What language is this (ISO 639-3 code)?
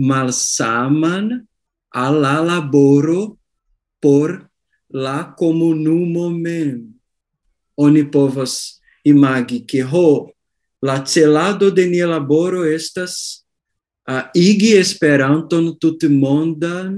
epo